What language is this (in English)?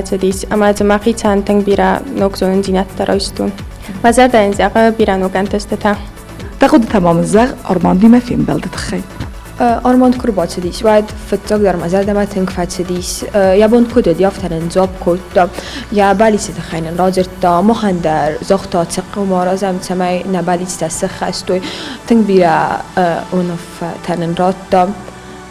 Ossetic